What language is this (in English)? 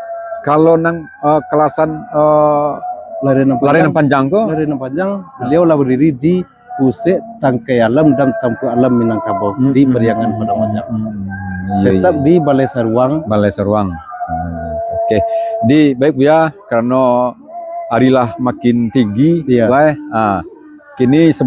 Minangkabau